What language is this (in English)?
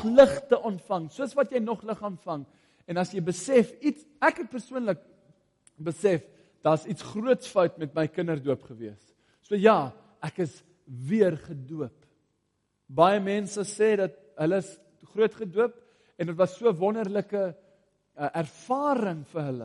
Afrikaans